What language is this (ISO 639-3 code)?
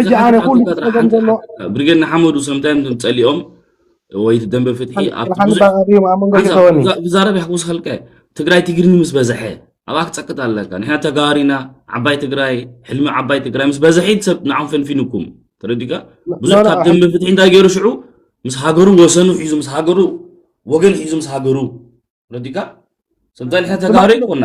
tir